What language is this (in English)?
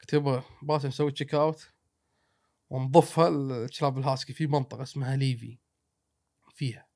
Gulf Arabic